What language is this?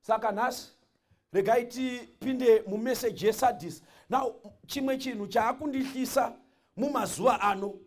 Shona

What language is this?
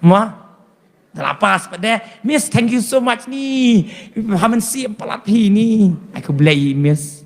Khasi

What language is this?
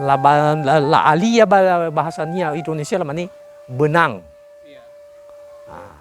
Nias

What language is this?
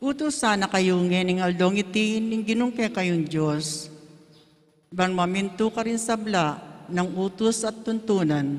Pampanga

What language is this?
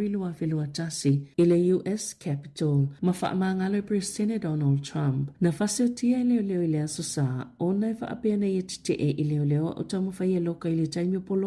Samoan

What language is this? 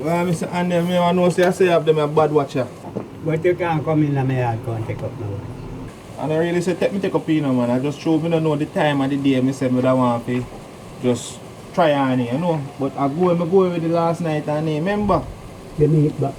Jamaican Creole English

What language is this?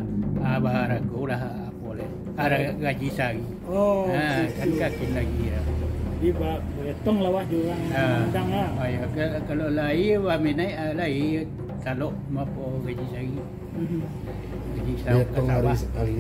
Minangkabau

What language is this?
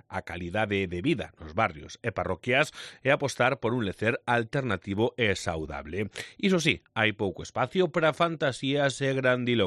Galician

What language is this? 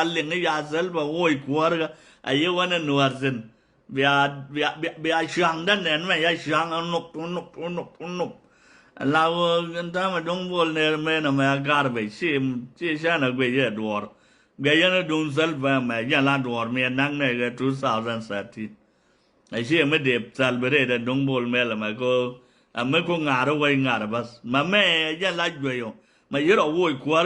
Nuer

